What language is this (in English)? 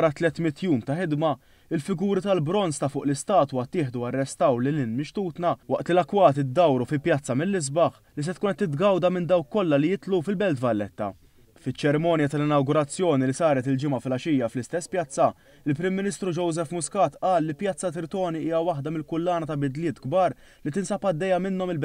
Maltese